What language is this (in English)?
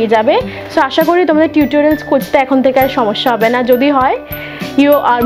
Bangla